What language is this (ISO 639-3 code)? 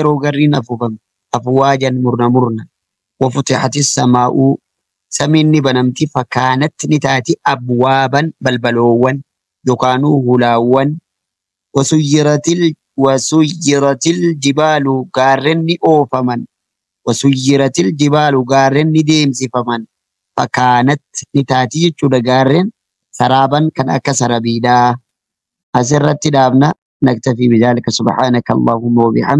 orm